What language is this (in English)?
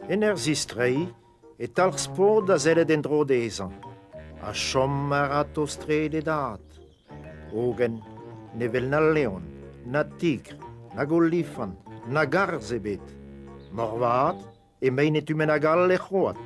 Breton